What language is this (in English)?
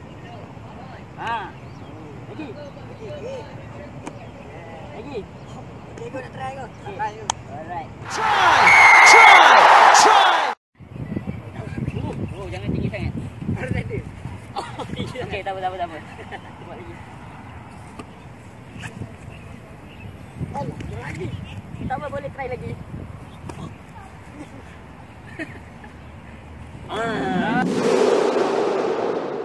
Malay